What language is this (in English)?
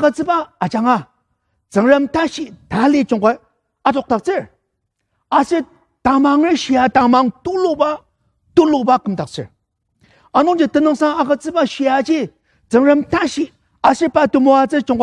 Ao Naga